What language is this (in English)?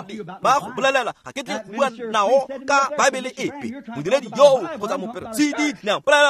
Tswana